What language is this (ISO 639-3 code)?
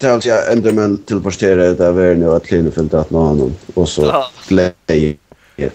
fao